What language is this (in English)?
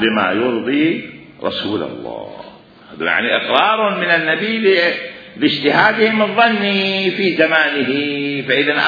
Mesopotamian Arabic